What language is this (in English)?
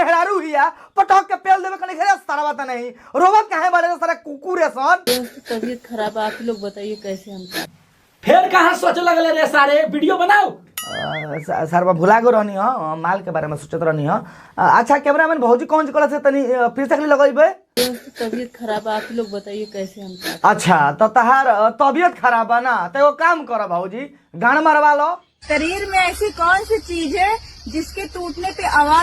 Bhojpuri